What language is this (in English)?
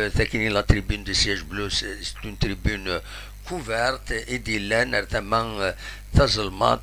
Kabyle